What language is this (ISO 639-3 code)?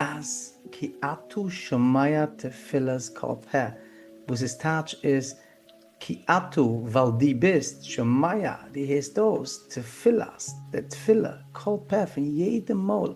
yid